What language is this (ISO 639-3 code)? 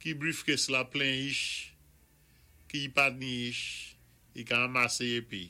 acf